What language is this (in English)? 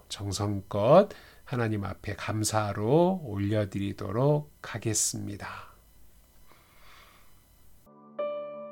Korean